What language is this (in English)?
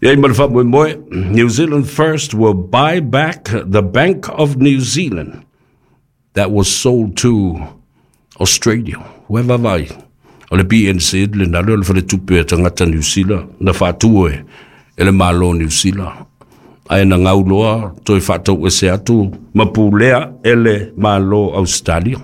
Samoan